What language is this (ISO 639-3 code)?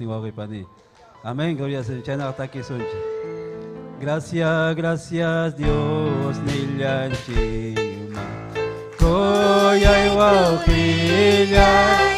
quy